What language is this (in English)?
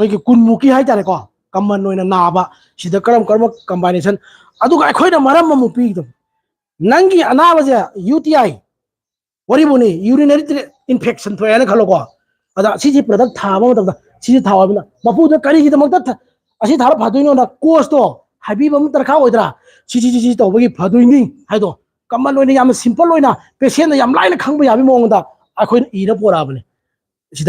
Manipuri